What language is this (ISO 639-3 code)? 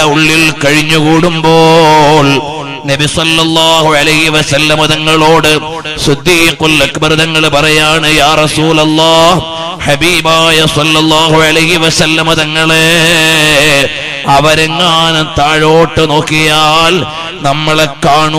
mal